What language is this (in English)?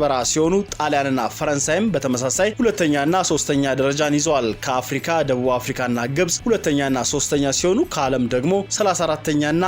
Amharic